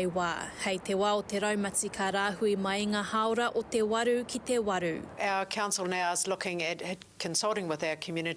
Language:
Māori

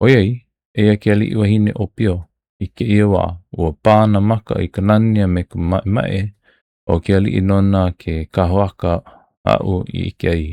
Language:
Hawaiian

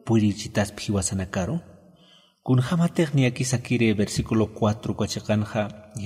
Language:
Aymara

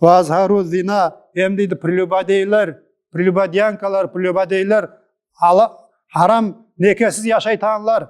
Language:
Nogai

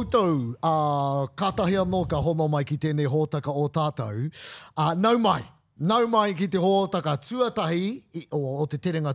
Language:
Māori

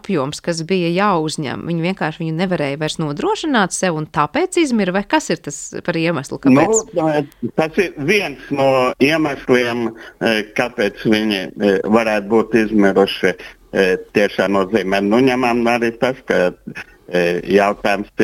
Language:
Latvian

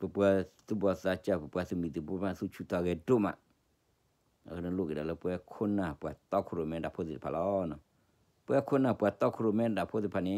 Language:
S'gaw Karen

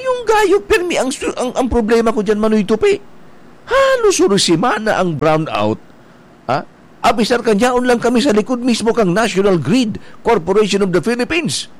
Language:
Bikol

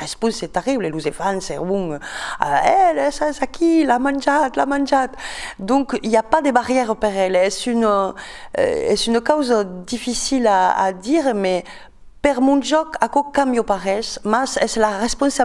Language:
Occitan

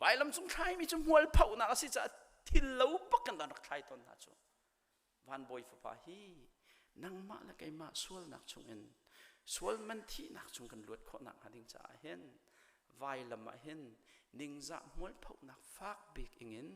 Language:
Hakha Chin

